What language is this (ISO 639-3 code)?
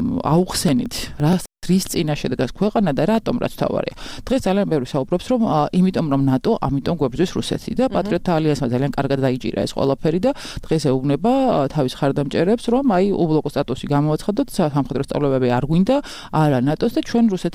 kat